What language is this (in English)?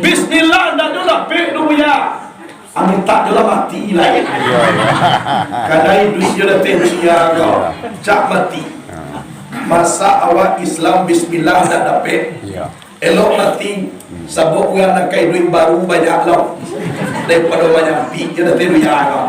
Minangkabau